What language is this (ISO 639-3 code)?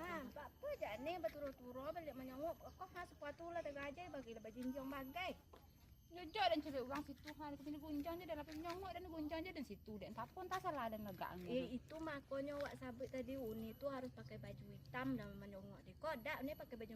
min